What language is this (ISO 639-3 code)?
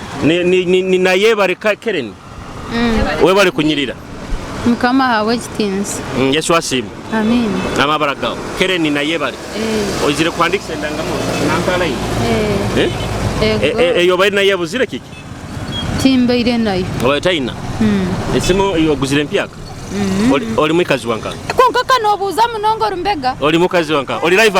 nyo